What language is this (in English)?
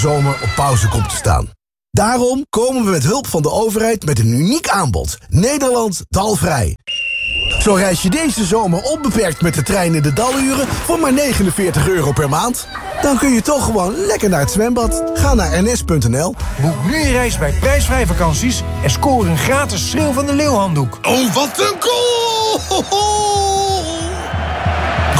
Dutch